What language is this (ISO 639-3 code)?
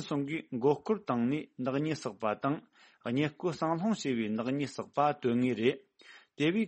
bod